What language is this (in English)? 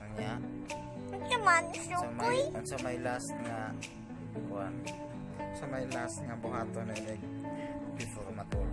Cebuano